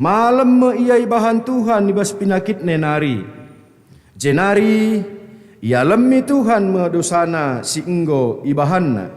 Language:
Batak Karo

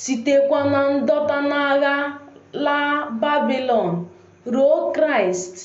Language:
Igbo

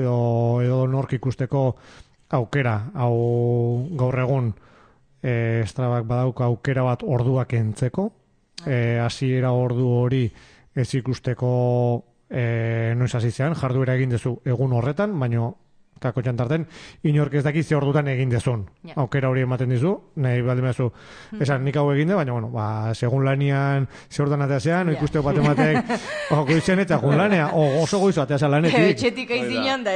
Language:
Basque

